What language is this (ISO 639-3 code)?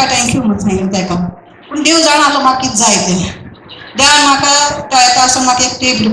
kok